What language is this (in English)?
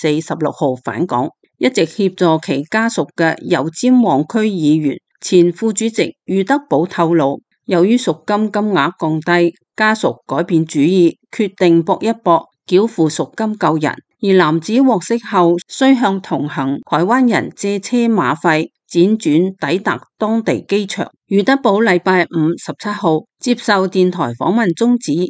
Cantonese